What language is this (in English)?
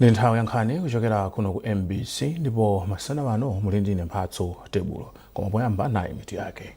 Nyanja